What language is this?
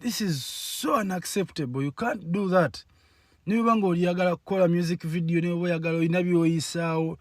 Ganda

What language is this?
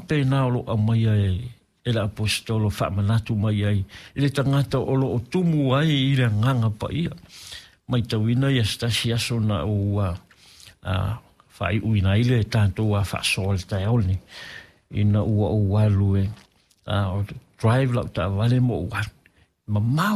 Samoan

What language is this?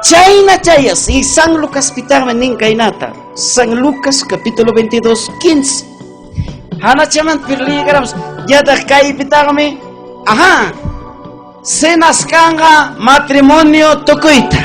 Ayacucho Quechua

